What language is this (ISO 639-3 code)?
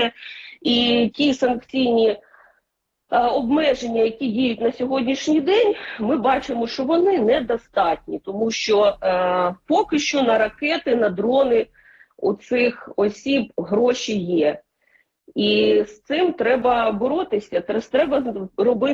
ukr